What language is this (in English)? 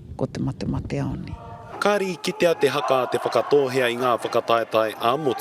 Māori